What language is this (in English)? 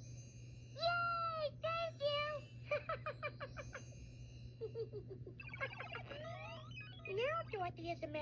English